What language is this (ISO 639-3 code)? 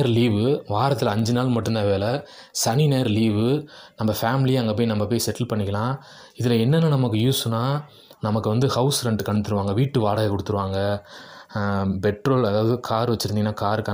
tam